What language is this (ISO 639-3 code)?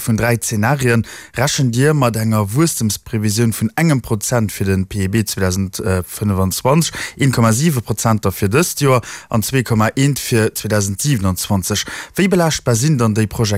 ltz